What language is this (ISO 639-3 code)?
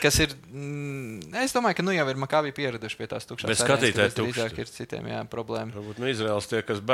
lav